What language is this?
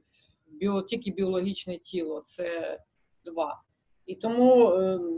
Ukrainian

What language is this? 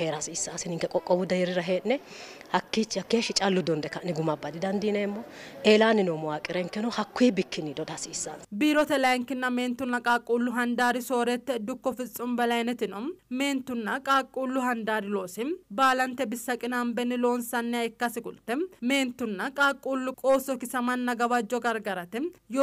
Sidamo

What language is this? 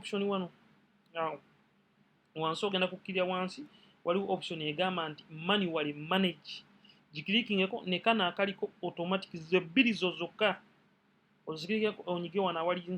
Ganda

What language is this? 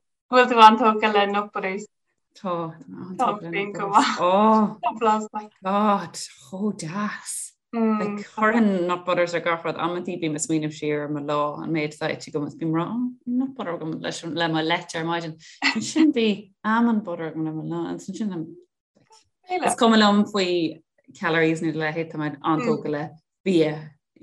Irish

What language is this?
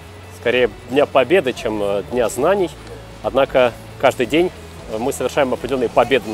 Russian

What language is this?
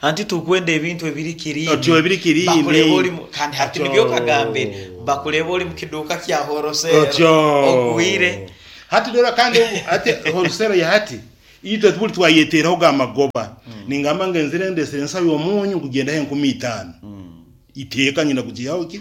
Nyankole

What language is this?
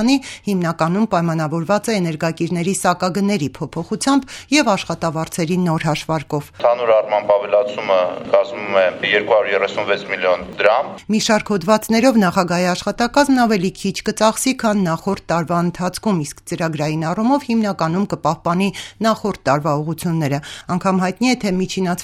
Armenian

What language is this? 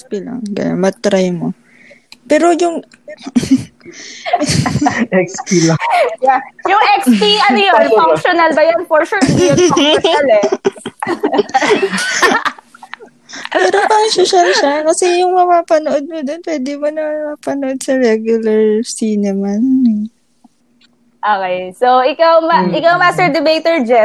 Filipino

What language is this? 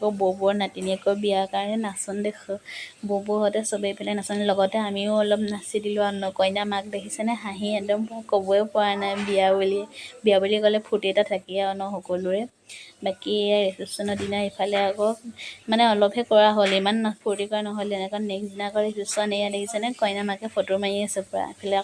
Assamese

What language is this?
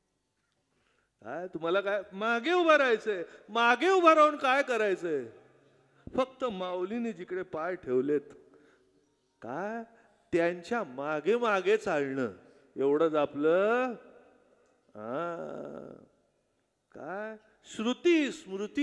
Marathi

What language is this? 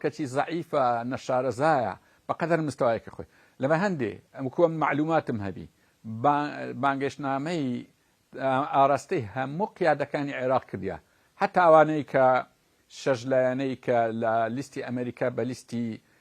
Central Kurdish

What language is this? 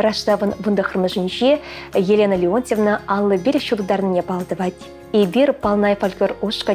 Chuvash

